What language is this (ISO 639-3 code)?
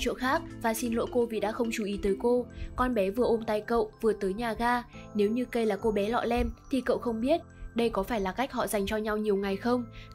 vie